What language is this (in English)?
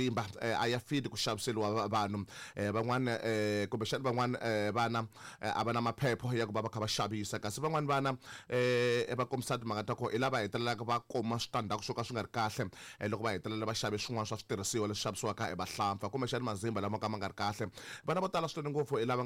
Tsonga